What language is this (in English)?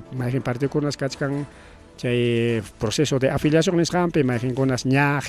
Ayacucho Quechua